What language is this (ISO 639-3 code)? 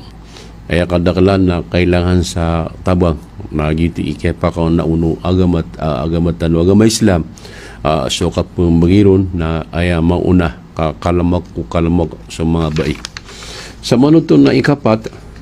mrw